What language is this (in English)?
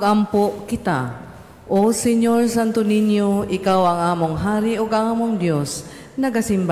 Cebuano